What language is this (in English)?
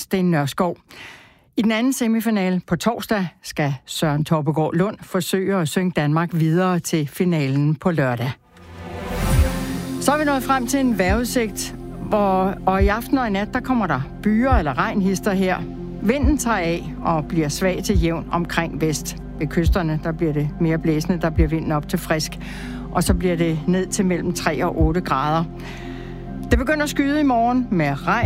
Danish